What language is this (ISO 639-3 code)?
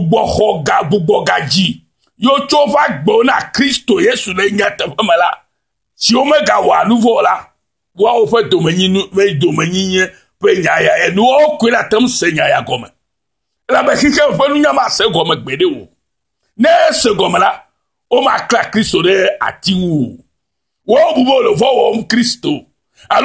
ewe